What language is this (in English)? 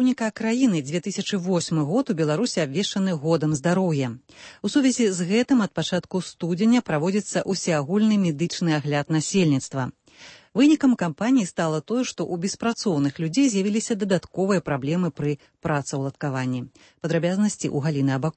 Belarusian